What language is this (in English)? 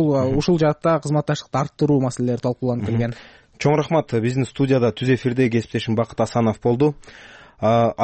Kyrgyz